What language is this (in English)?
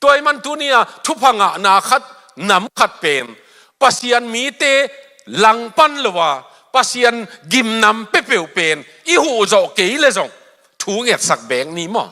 Tedim Chin